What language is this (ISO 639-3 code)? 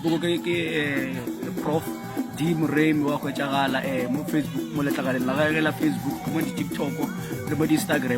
nso